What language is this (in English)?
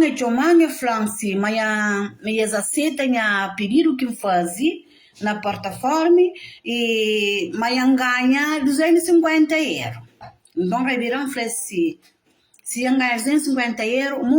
Kabuverdianu